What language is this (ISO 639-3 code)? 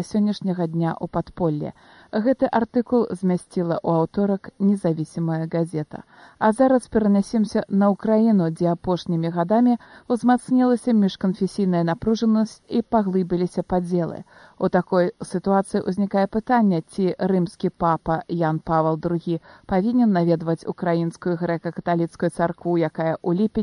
bel